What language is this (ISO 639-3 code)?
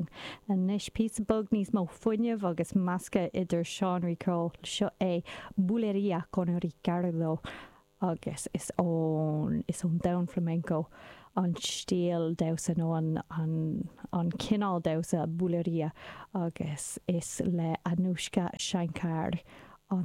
gle